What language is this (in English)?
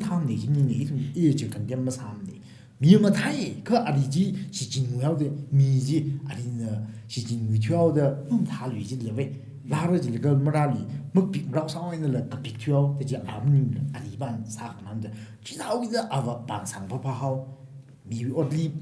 Tangkhul Naga (India)